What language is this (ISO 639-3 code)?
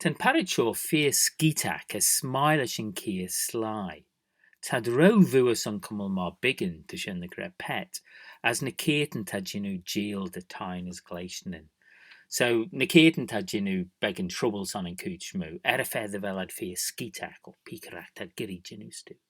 glv